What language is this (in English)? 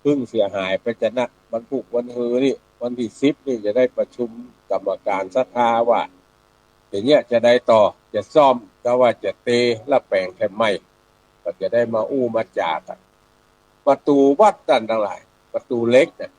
Northern Thai